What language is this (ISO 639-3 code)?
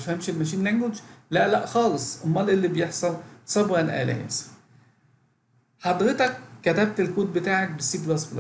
arz